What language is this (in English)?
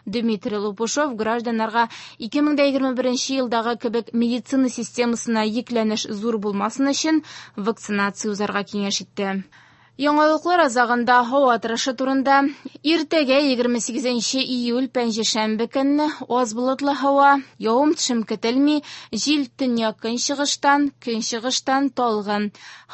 Tatar